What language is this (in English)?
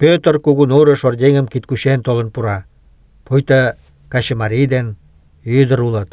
Mari